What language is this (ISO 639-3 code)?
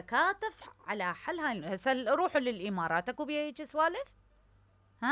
acm